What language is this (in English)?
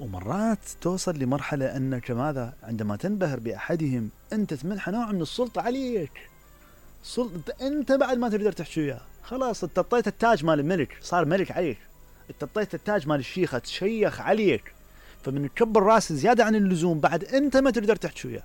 Mesopotamian Arabic